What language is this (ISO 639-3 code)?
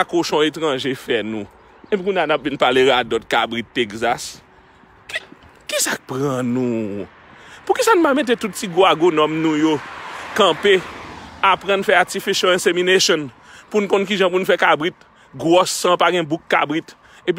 hat